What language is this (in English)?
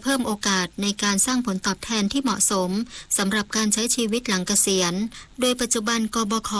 Thai